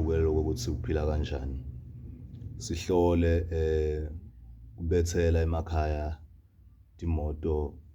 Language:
Zulu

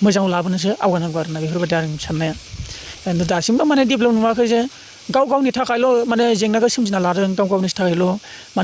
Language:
Bodo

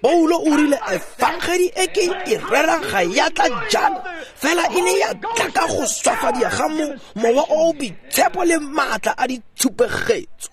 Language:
Tswana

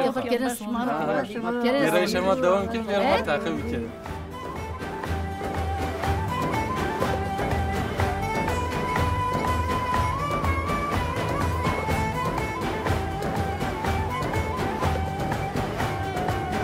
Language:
Kurdish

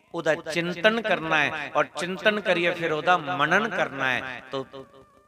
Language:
Dogri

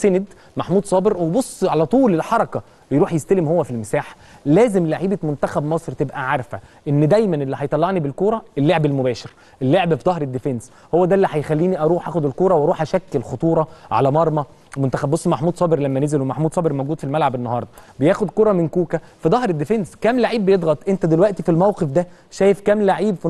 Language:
Egyptian Arabic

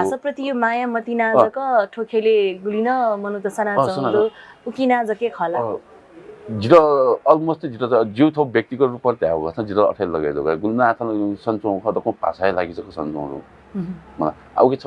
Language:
Newari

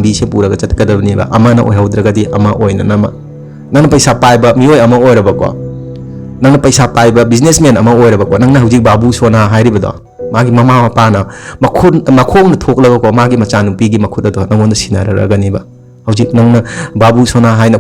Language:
Manipuri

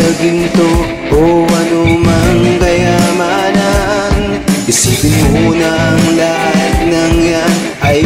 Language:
Filipino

